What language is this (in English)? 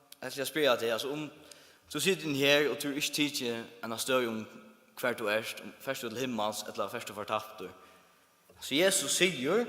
Faroese